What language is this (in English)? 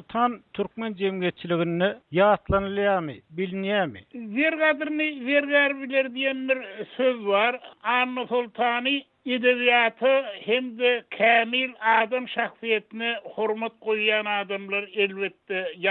Turkmen